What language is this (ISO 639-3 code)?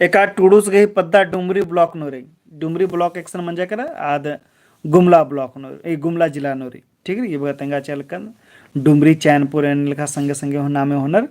kru